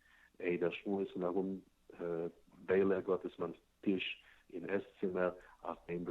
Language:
Yiddish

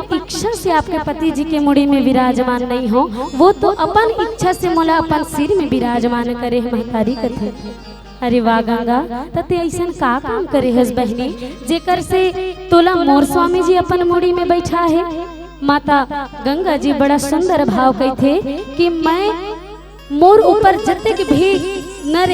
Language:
Chhattisgarhi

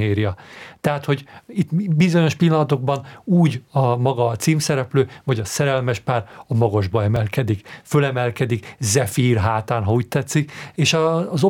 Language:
Hungarian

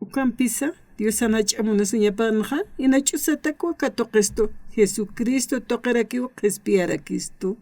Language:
Aymara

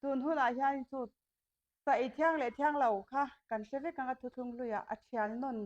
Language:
Mizo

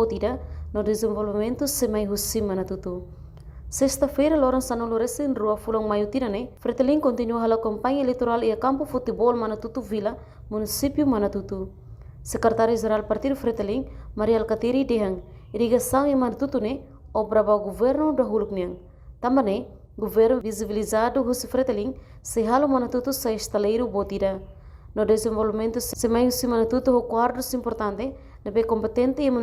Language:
Tetum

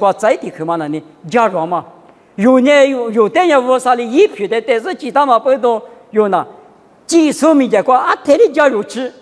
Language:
Lisu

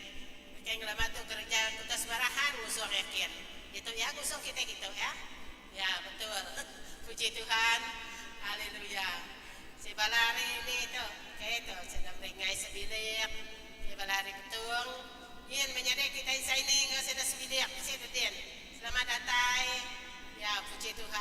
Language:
Iban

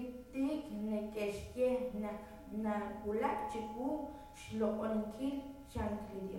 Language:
Kekchí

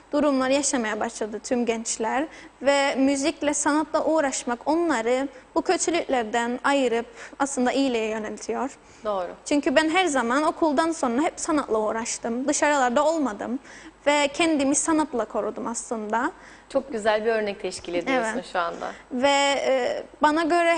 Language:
Turkish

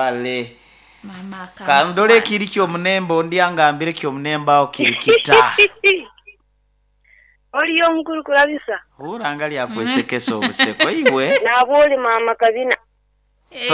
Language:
Nyoro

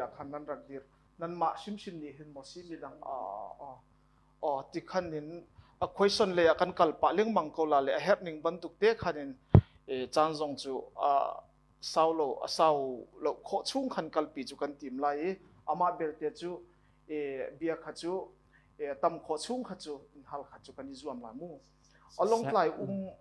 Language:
Hakha Chin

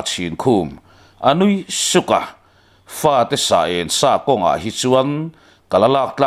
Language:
Mizo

